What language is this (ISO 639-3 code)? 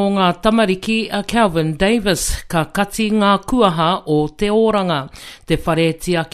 mri